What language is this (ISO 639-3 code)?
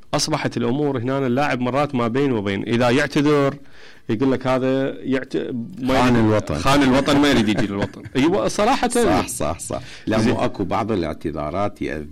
acm